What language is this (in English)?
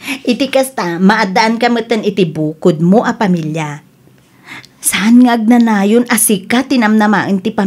Iloko